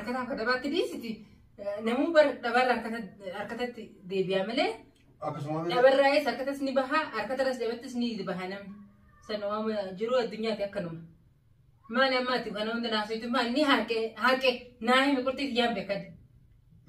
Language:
Oromo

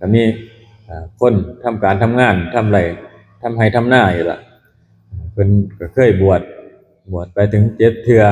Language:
Northeastern Thai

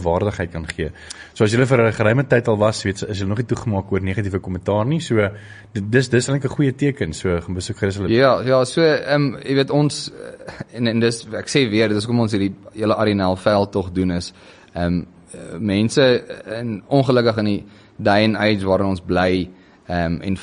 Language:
Afrikaans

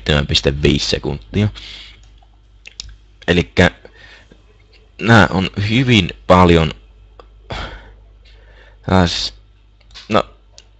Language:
Finnish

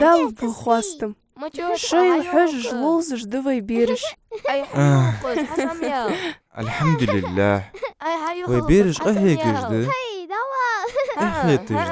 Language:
Ingush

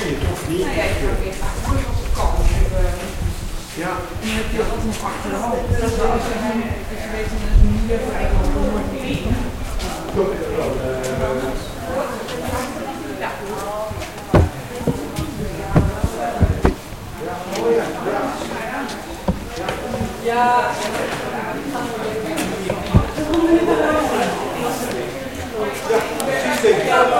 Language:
Dutch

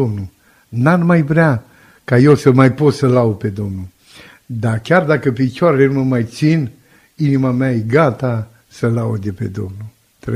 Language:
Romanian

